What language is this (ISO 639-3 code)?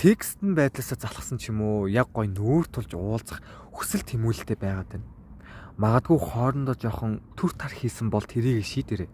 mon